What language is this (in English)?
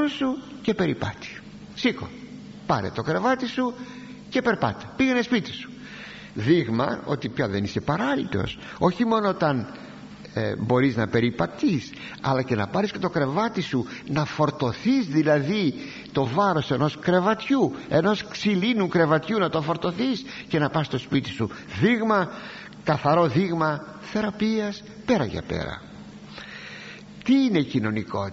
Greek